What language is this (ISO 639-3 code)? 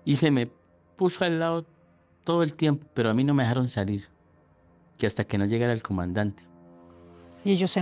spa